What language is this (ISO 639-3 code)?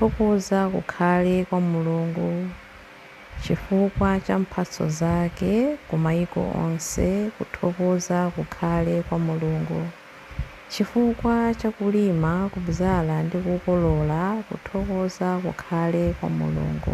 nya